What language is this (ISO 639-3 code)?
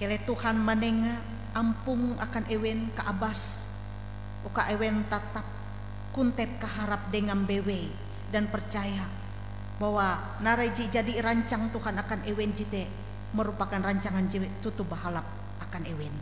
nij